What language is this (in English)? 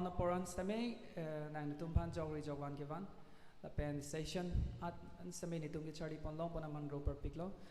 Karbi